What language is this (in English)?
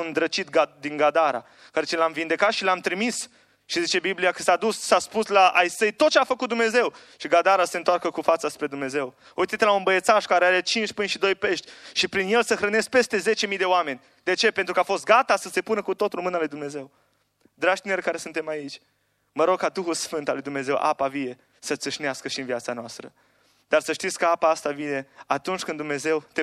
Romanian